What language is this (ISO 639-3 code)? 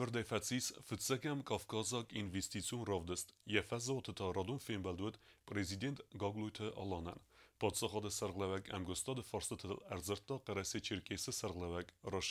oss